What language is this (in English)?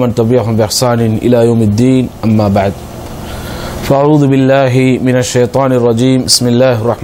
Tamil